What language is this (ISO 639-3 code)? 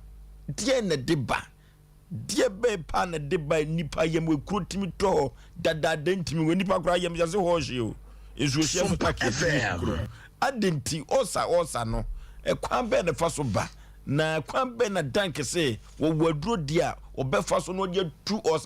aka